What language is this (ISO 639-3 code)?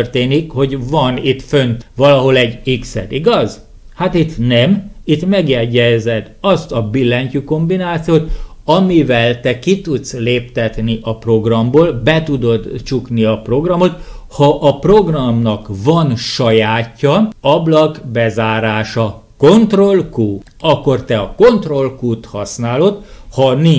hun